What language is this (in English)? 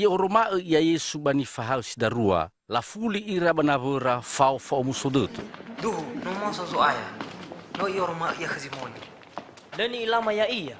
Nias